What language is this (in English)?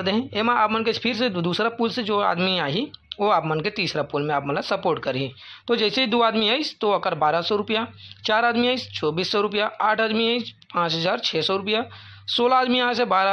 Chhattisgarhi